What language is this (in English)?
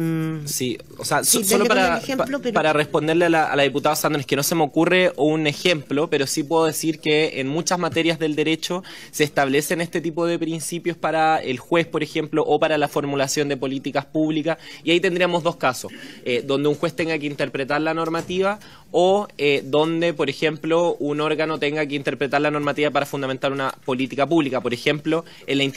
Spanish